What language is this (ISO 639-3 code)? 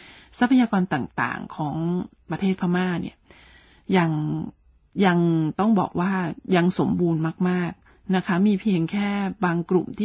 tha